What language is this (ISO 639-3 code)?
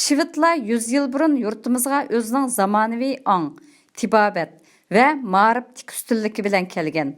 uig